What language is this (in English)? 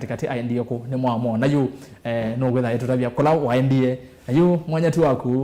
Kamba